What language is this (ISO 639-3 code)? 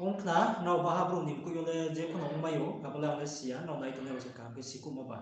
ria